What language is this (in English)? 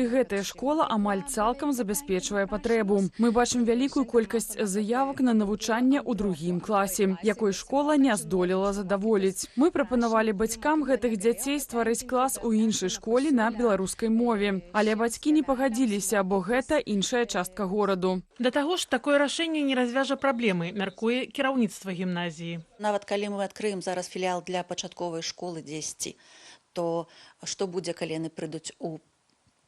Belarusian